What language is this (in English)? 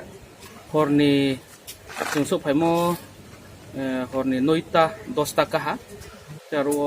Riang (India)